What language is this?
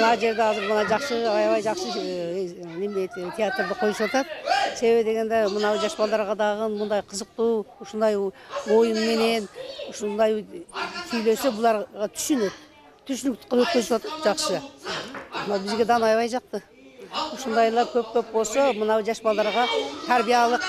Kyrgyz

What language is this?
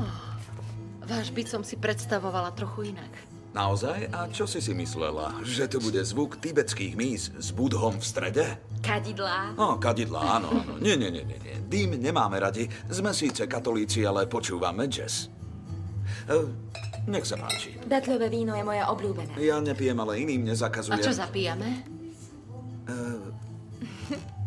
Slovak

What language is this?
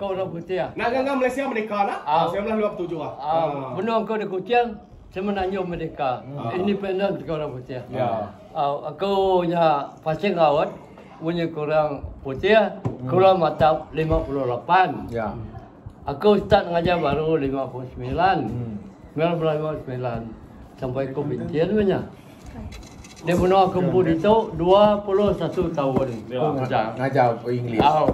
Malay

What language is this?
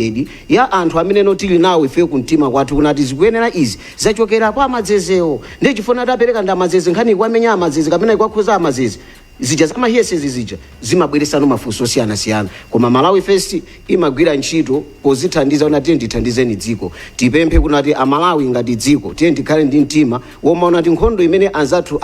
Nyanja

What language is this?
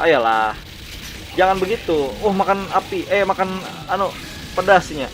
Banjar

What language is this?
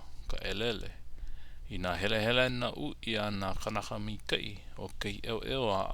Hawaiian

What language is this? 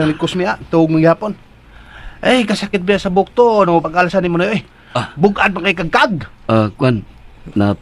Cebuano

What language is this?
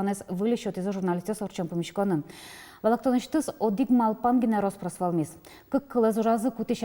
Udmurt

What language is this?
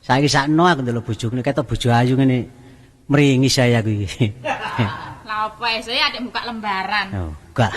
Javanese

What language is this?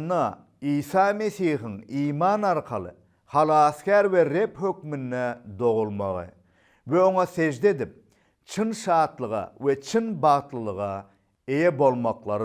Turkmen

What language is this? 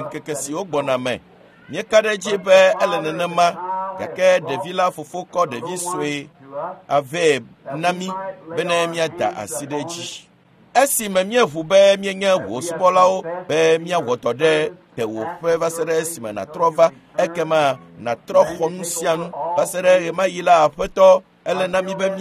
Ewe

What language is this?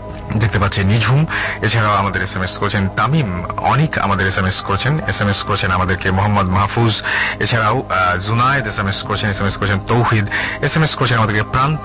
Bangla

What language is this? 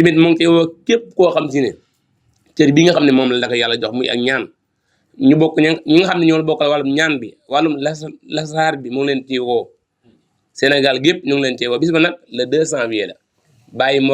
Wolof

